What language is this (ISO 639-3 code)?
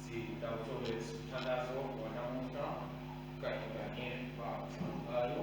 ssw